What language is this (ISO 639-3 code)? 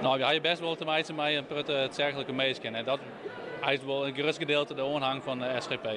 fry